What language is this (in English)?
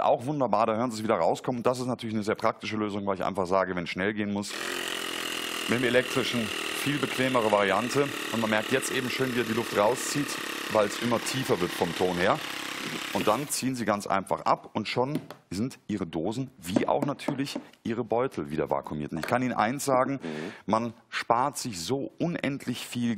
German